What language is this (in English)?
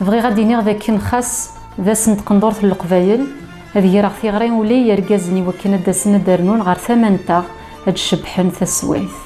Kabyle